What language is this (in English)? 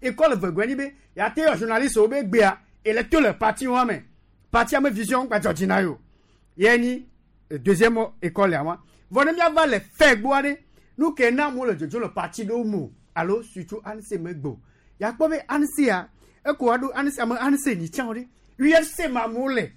Gen